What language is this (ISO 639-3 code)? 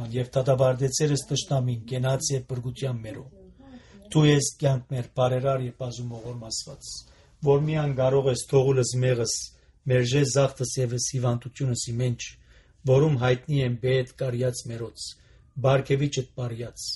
hye